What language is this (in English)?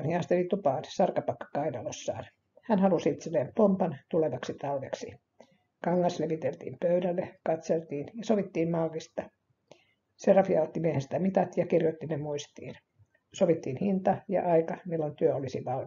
Finnish